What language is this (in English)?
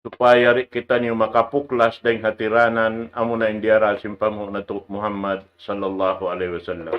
Tausug